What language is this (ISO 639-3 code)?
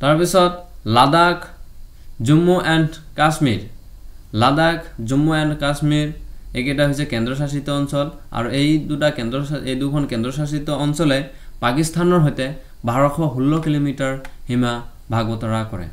asm